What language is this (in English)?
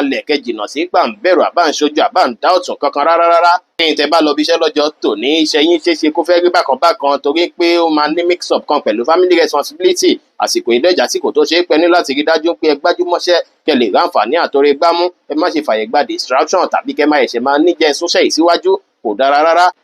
Yoruba